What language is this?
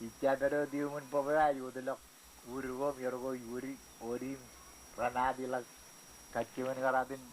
Marshallese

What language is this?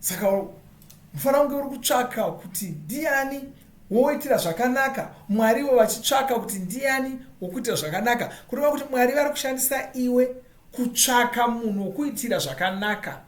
Shona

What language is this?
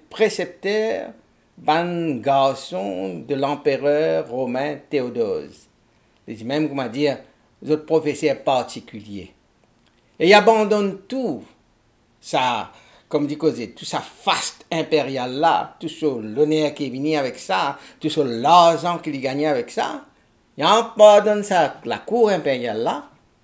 Morisyen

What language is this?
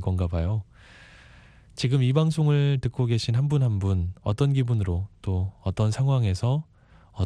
Korean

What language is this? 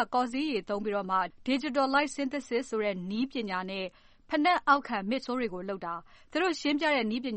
Burmese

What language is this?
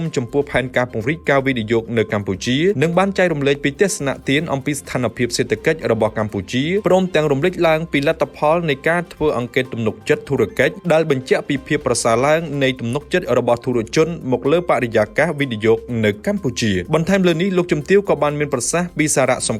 Khmer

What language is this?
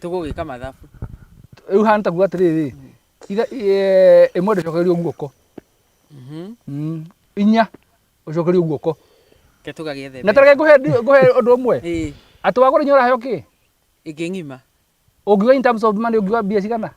Kikuyu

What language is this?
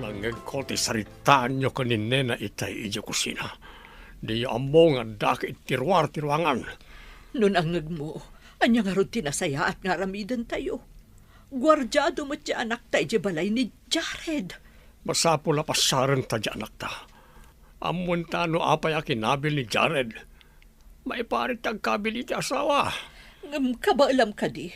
Iloko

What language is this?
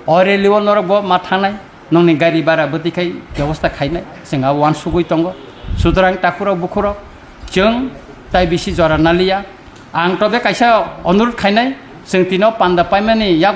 Kok Borok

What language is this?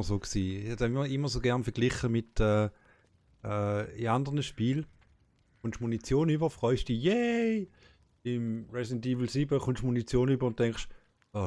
Swiss German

